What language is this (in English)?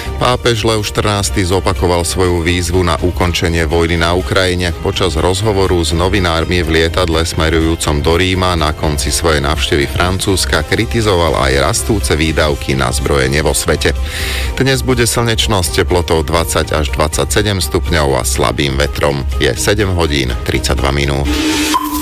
Slovak